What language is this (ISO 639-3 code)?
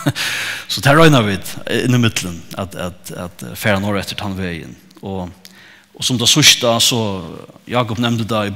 fao